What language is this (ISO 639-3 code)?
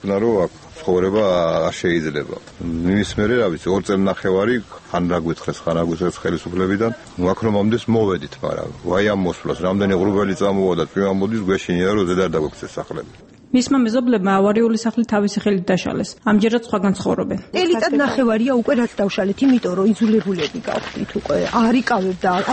kat